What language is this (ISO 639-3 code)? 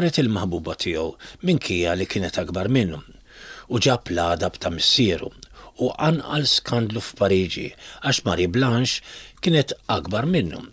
mlt